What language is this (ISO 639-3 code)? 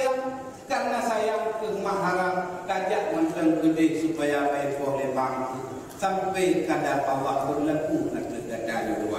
ace